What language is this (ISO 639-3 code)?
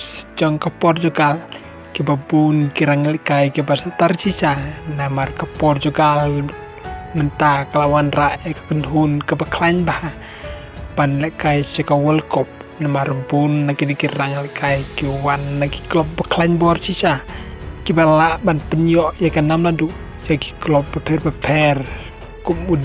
kha